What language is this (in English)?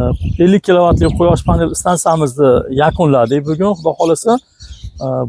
Uzbek